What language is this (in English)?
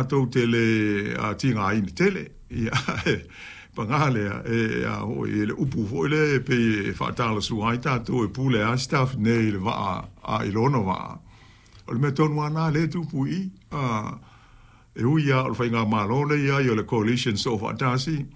Samoan